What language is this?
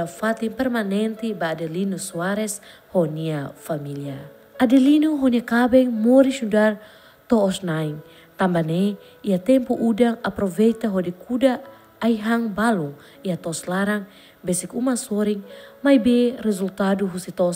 Tetum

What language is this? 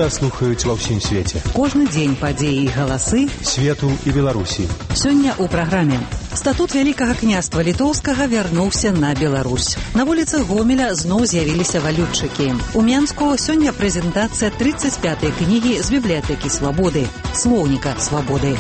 Belarusian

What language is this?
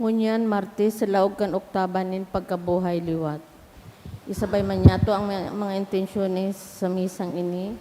Bikol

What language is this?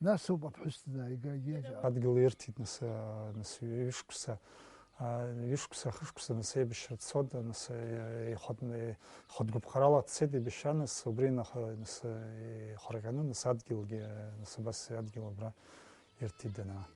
Abkhazian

